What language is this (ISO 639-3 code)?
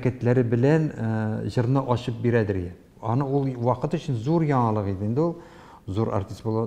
tat